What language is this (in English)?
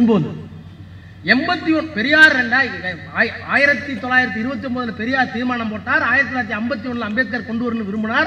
Tamil